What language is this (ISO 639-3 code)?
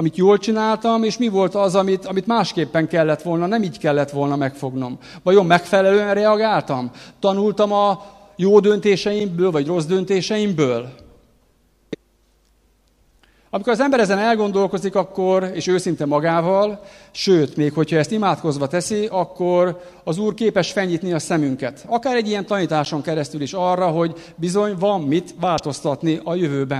hun